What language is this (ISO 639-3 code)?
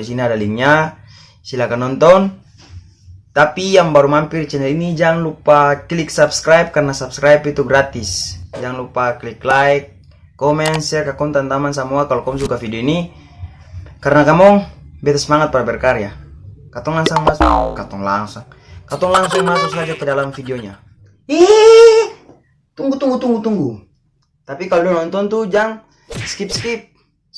abs